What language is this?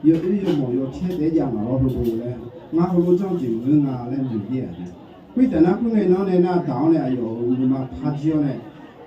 Akha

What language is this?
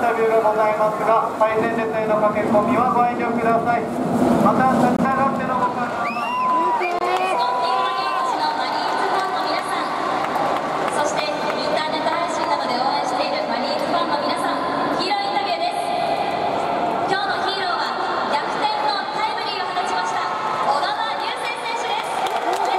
Japanese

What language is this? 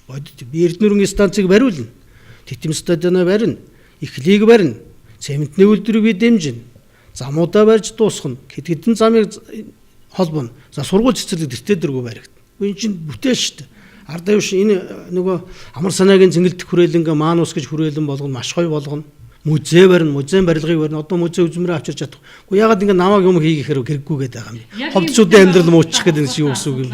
Mongolian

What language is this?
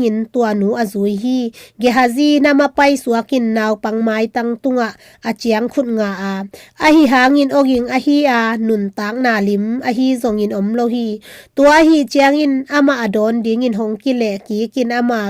Tedim Chin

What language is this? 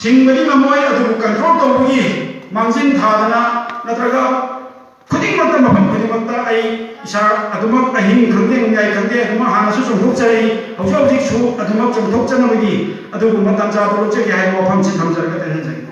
Manipuri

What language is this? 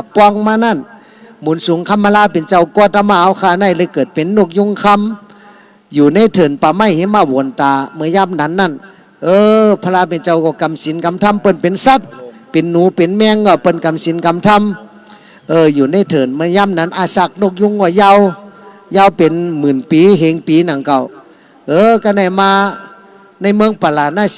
Shan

